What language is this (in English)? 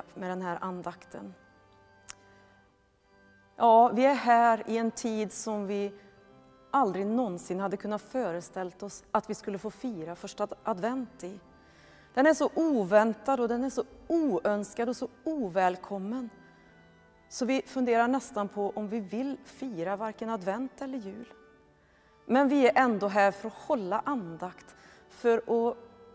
Swedish